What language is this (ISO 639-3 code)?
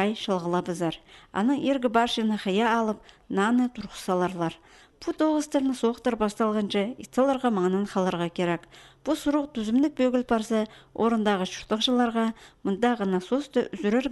kjh